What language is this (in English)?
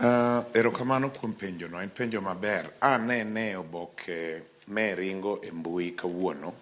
Luo (Kenya and Tanzania)